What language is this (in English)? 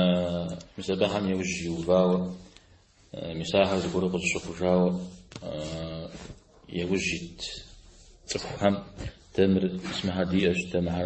Kabardian